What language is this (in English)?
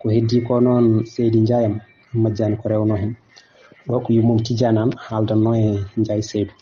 Fula